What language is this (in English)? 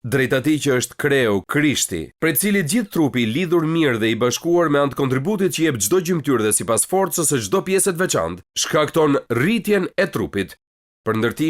Albanian